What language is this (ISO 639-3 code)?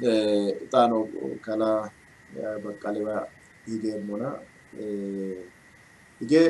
sid